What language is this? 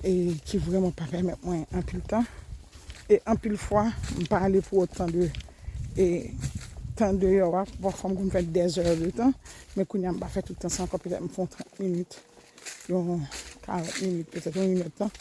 Haitian Creole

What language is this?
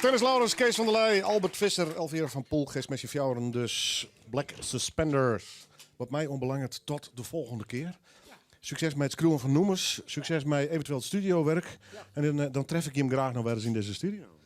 Western Frisian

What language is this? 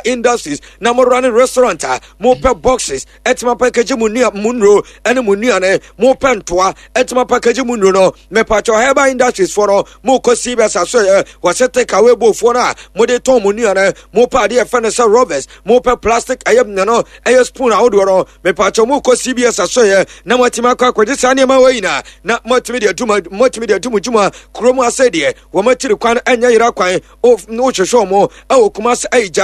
Akan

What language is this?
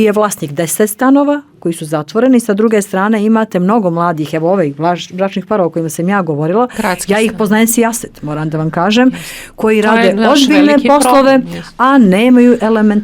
Bosnian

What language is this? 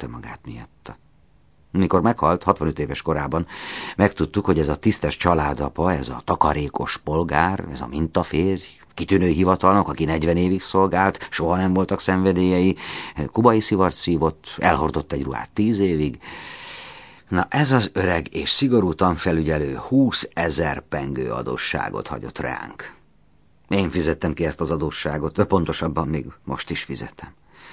Hungarian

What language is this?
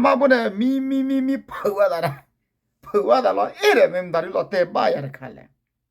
S'gaw Karen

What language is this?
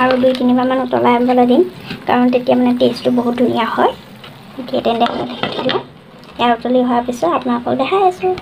Assamese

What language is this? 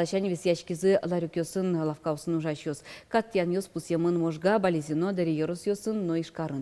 Udmurt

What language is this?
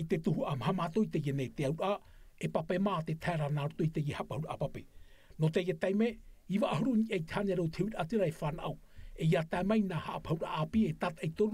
Tahitian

